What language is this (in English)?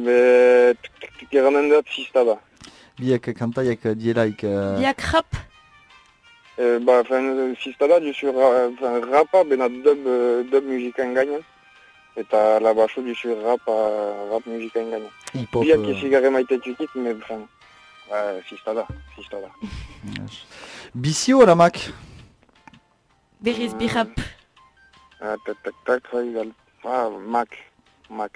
Basque